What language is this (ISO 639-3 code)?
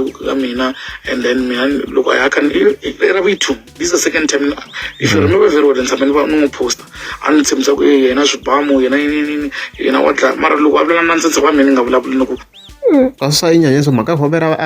tso